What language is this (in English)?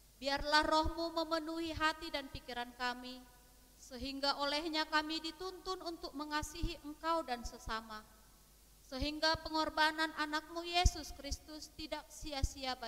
Indonesian